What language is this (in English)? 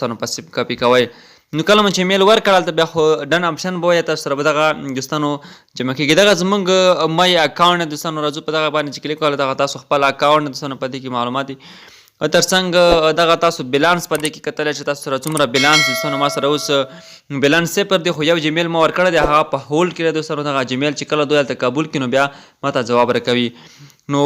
Pashto